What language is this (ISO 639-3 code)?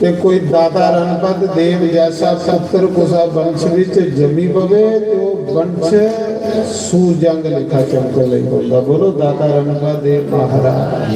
doi